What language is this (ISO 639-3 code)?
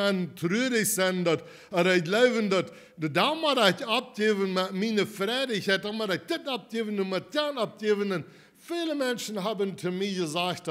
pdt